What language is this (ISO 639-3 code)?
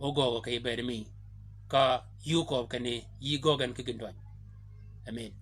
shk